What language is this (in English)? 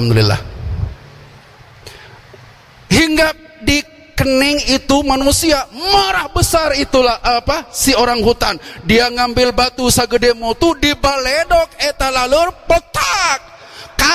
Indonesian